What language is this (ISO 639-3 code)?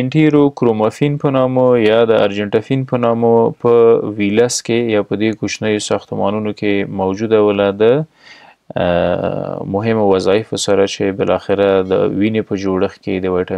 pus